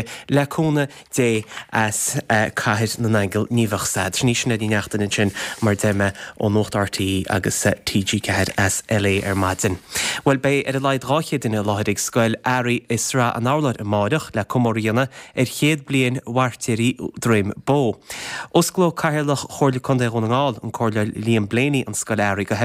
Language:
Irish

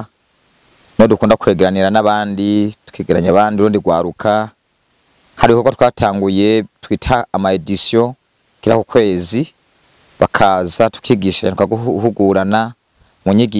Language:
Rundi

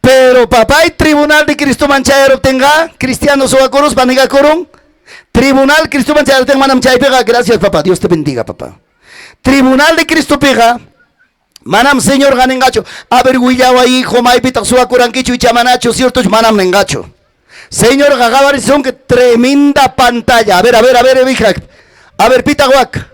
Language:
Ayacucho Quechua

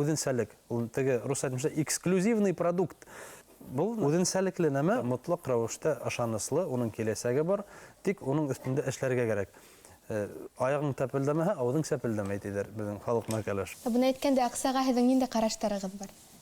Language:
Bashkir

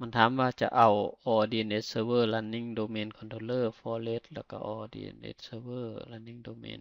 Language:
Lao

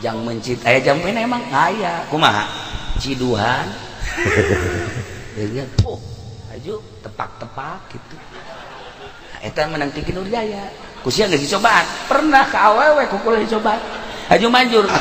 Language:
Sundanese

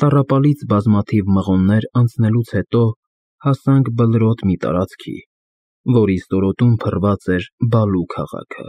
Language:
Armenian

